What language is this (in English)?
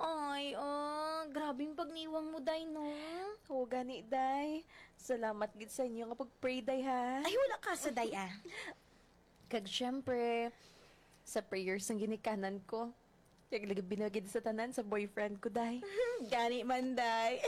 Hiligaynon